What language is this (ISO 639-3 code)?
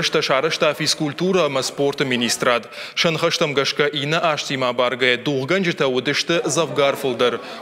oss